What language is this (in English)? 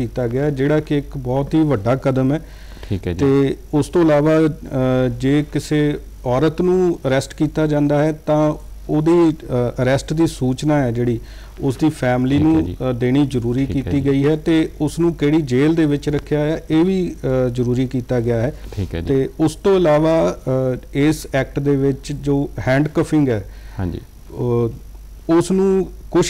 Punjabi